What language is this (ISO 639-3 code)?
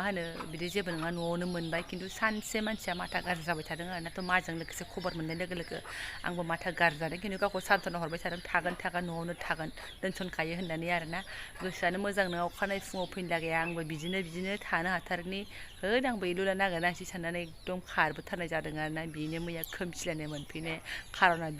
brx